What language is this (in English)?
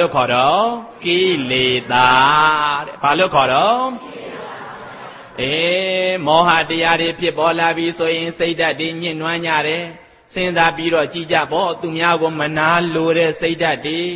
Burmese